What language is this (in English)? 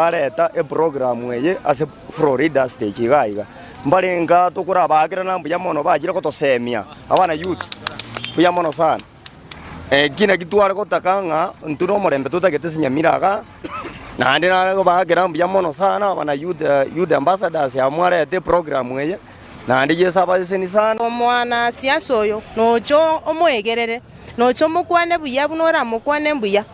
Gusii